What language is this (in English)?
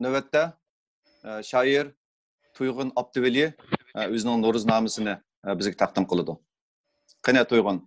Uyghur